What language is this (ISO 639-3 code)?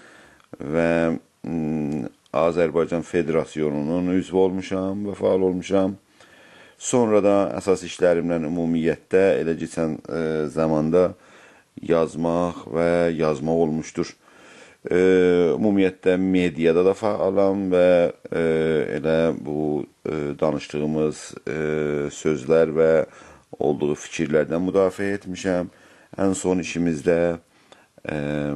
azb